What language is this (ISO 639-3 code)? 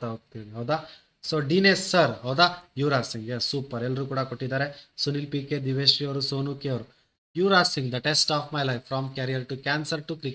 kan